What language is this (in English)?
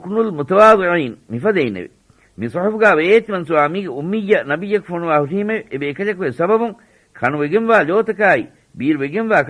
Divehi